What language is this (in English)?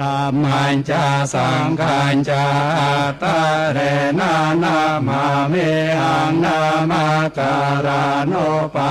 Pali